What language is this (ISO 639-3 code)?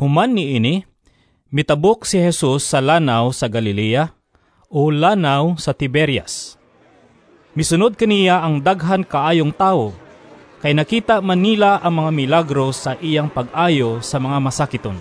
ceb